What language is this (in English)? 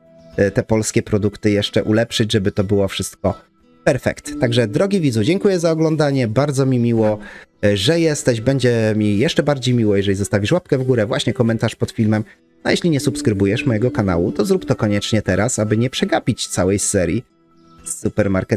Polish